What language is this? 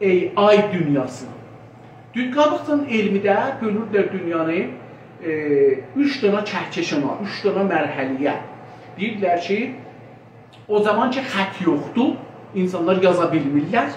South Azerbaijani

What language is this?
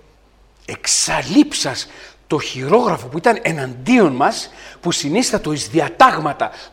Greek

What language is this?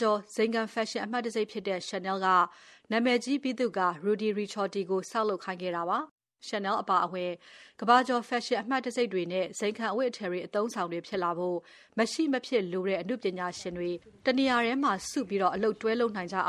Burmese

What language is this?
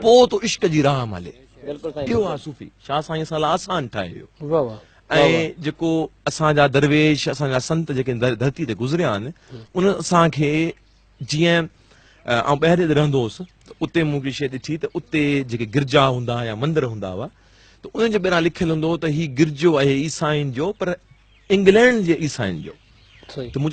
Sindhi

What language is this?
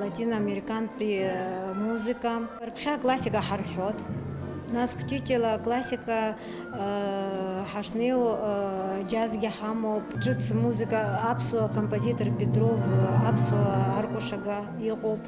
Abkhazian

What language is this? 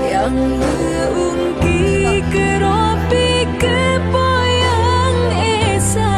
Achinese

